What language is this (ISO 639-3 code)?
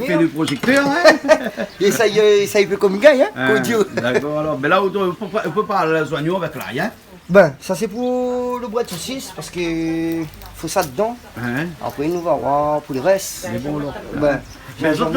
rcf